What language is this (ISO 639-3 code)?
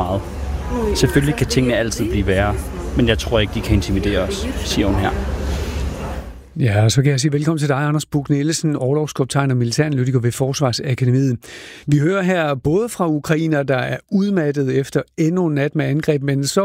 dan